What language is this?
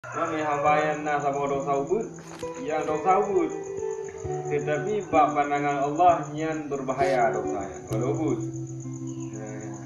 Achinese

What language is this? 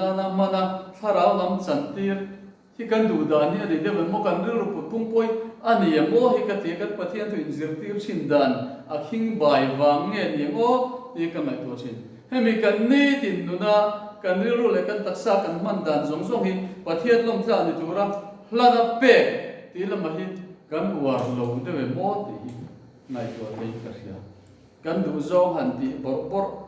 Mizo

